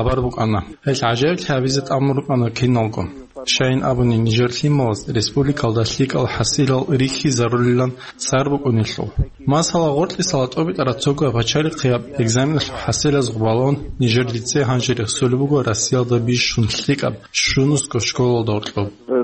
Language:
Avaric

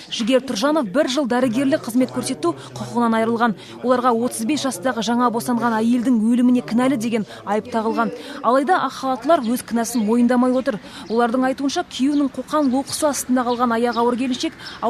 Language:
Kazakh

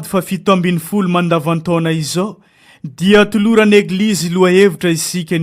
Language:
Malagasy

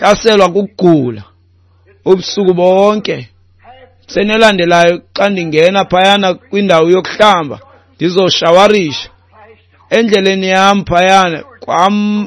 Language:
Xhosa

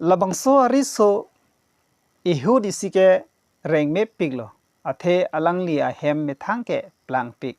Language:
Karbi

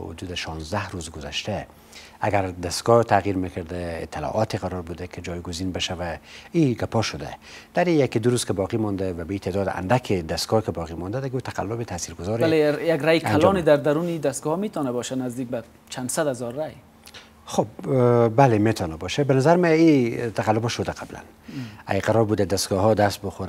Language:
Persian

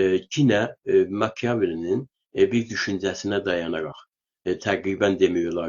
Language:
South Azerbaijani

